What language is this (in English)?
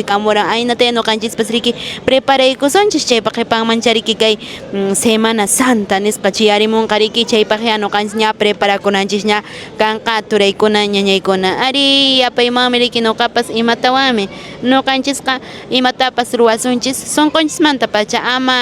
Quechua